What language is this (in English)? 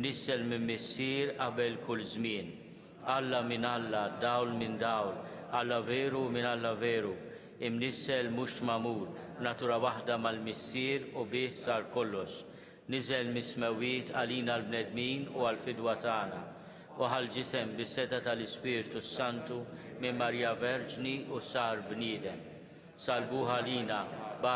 Maltese